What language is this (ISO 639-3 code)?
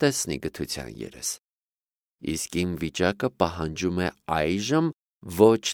hye